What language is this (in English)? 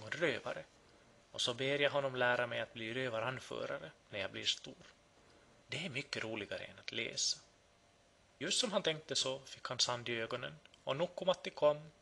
Swedish